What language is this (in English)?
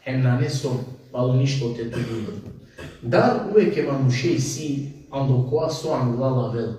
Balkan Romani